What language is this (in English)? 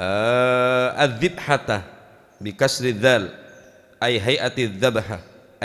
Madurese